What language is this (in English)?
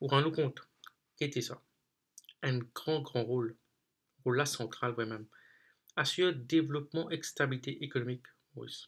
Morisyen